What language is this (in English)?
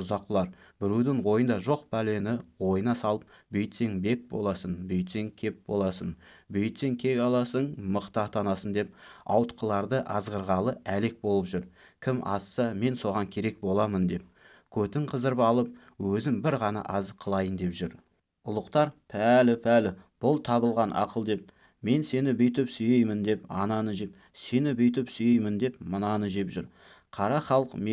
Kazakh